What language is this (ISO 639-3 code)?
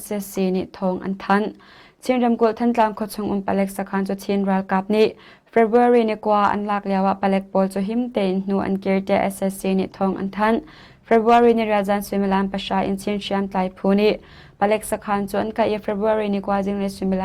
cnh